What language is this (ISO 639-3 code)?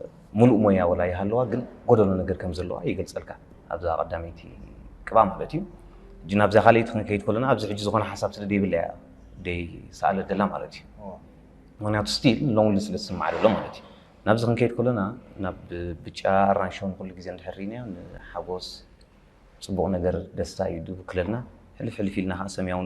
tir